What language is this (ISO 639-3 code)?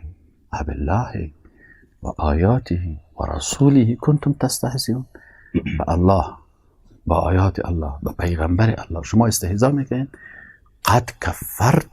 fas